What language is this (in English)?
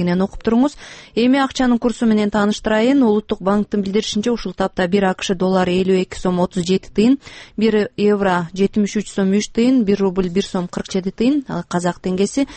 Kyrgyz